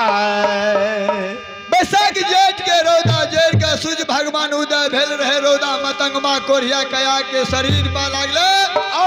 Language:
Maithili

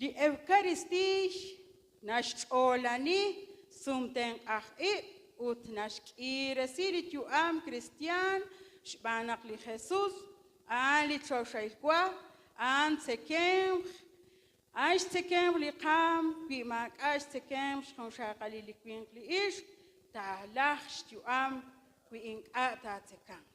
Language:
Kekchí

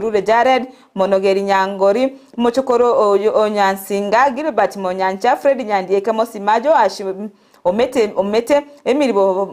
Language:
Gusii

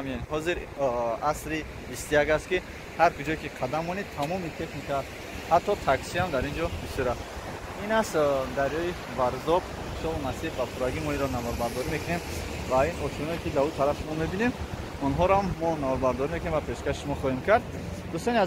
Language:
Tajik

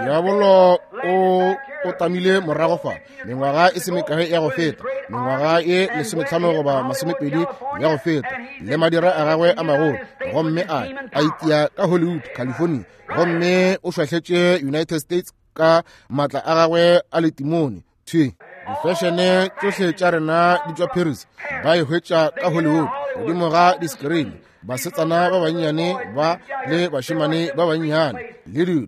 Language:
Northern Sotho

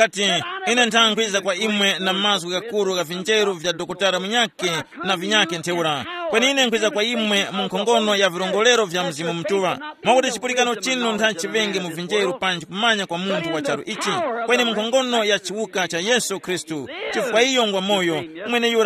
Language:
Tumbuka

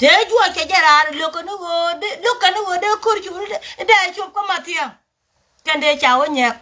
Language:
Nuer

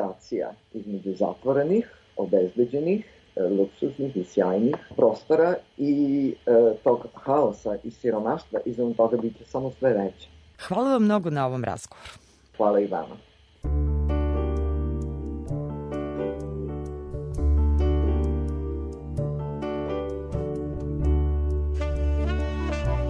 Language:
Serbian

